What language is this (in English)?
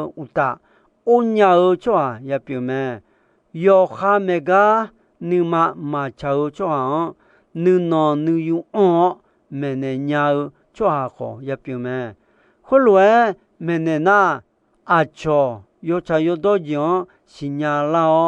Akha